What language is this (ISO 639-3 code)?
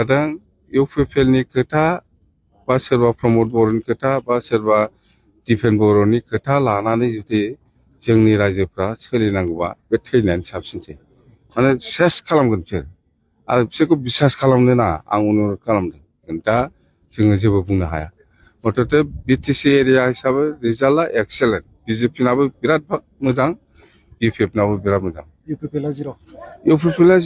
brx